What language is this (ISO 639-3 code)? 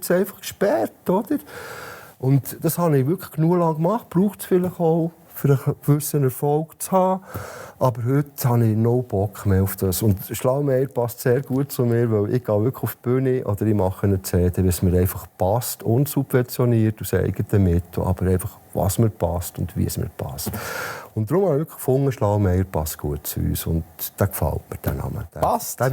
gsw